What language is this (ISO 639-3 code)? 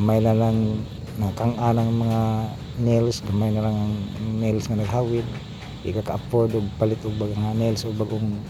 ceb